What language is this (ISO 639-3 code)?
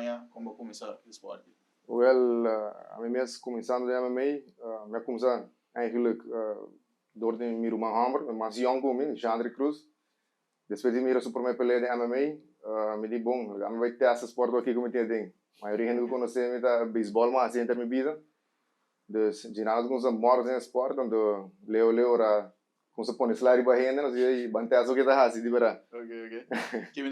pap